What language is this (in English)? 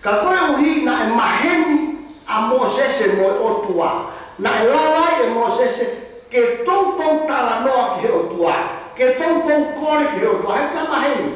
Tongan